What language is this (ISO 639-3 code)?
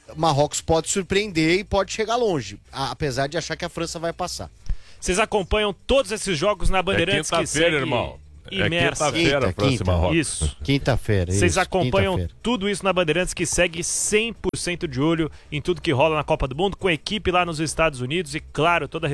por